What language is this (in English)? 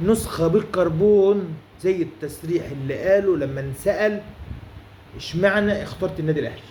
Egyptian Arabic